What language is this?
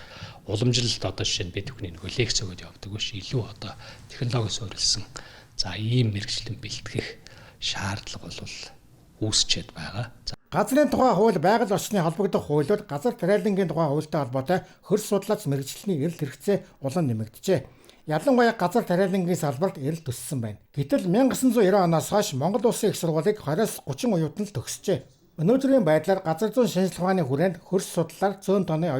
Mongolian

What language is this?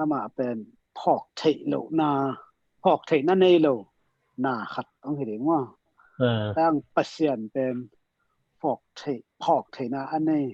Tedim Chin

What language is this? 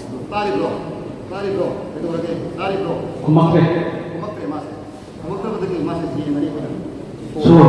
Manipuri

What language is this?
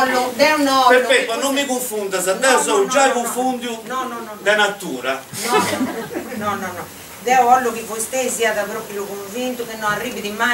Sardinian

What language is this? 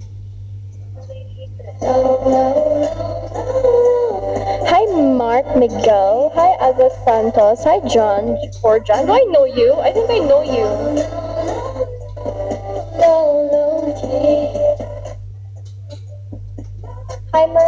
Filipino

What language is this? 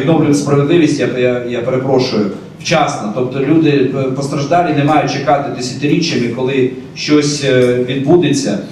Ukrainian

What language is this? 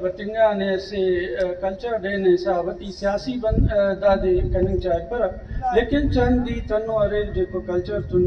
Brahui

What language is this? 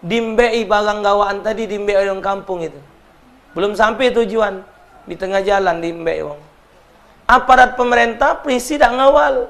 Musi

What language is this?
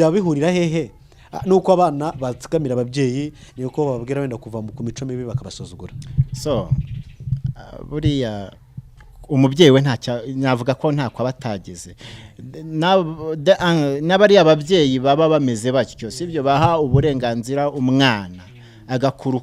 Kinyarwanda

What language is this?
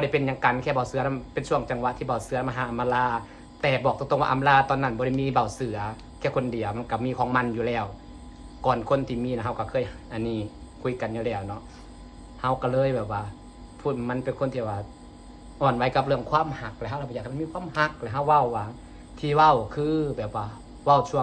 Lao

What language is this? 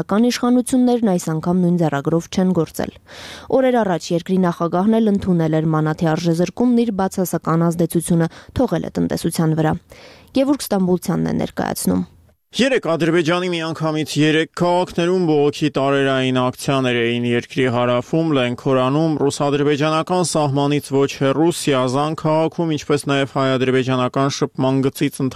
Armenian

